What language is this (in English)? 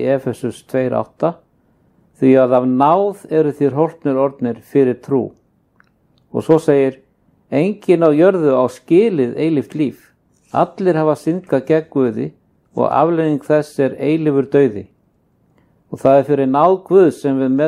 Icelandic